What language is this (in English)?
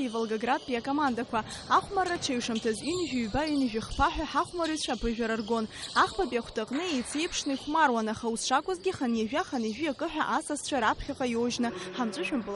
Abkhazian